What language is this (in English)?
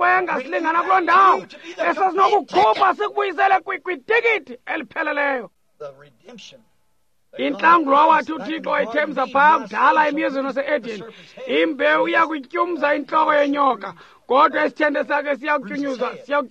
Xhosa